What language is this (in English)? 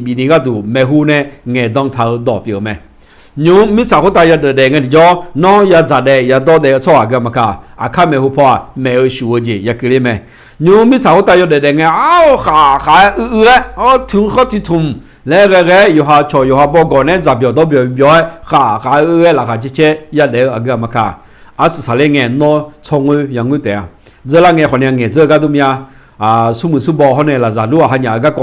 Akha